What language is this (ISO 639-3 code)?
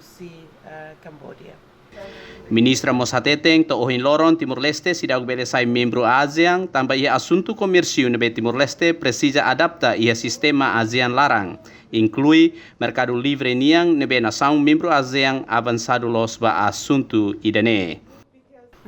tet